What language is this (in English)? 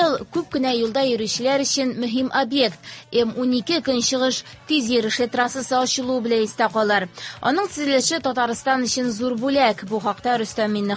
Tatar